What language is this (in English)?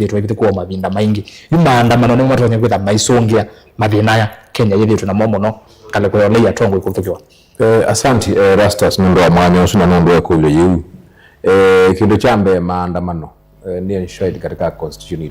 Kamba